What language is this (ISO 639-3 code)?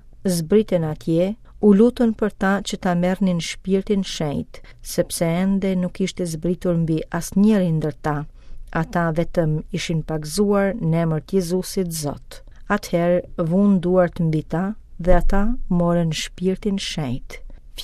sqi